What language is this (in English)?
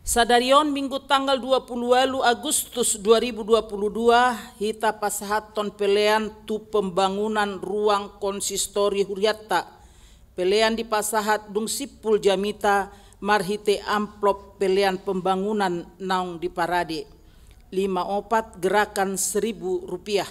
Batak Toba